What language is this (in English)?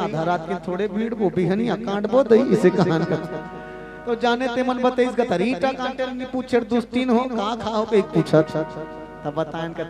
Chhattisgarhi